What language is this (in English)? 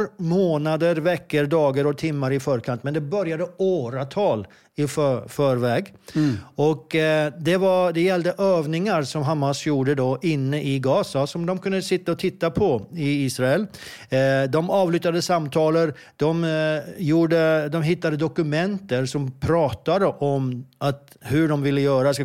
Swedish